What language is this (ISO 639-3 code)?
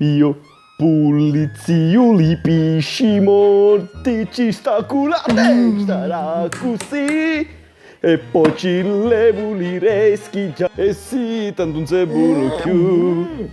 scn